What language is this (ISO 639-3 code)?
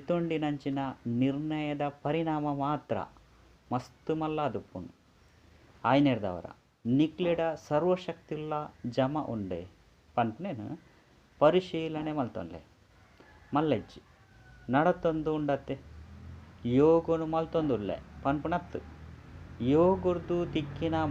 tcy